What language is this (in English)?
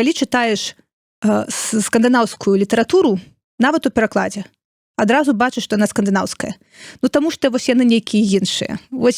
Belarusian